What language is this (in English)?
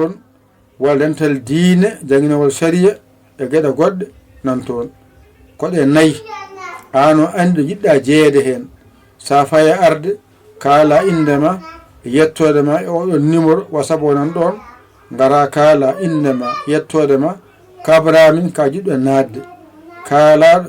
Fula